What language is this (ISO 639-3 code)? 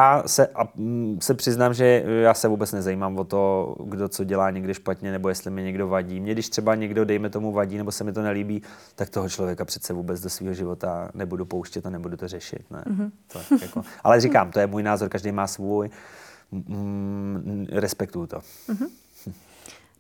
ces